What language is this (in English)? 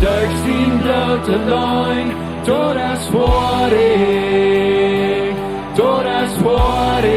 Plautdietsch